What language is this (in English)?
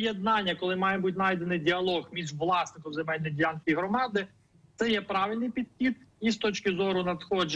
Ukrainian